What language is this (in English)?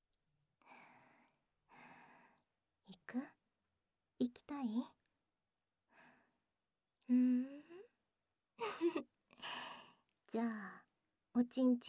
Japanese